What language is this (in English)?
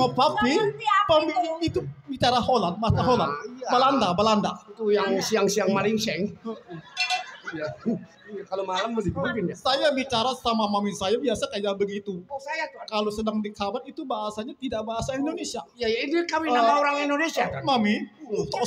Betawi